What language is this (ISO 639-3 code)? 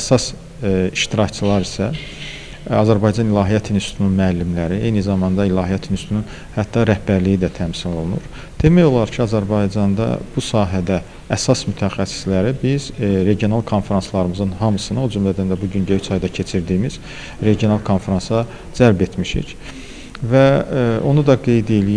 aze